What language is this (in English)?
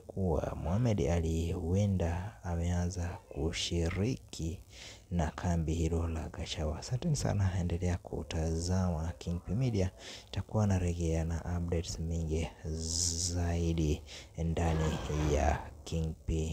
Swahili